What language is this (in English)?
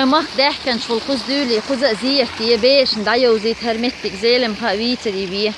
Chechen